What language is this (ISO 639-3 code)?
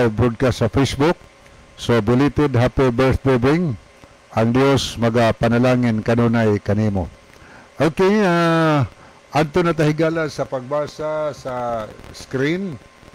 ceb